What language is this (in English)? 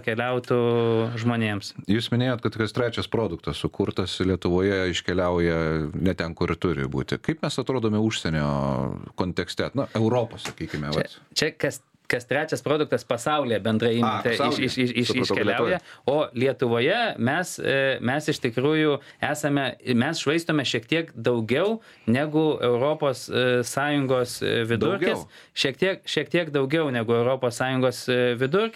Lithuanian